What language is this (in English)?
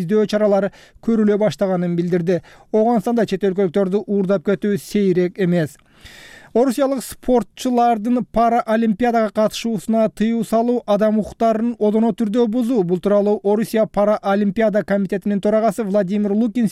Kyrgyz